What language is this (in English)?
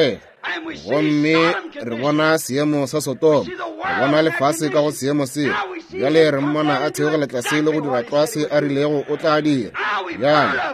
Northern Sotho